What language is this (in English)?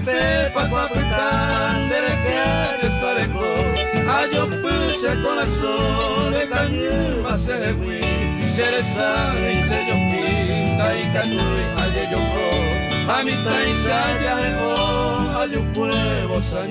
Guarani